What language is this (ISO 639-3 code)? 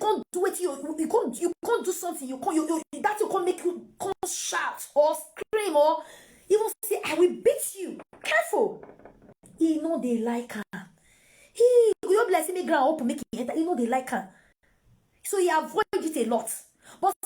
pcm